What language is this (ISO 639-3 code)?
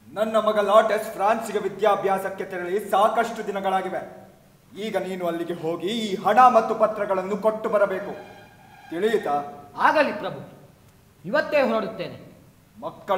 kan